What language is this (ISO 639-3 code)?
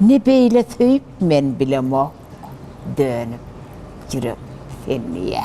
tuk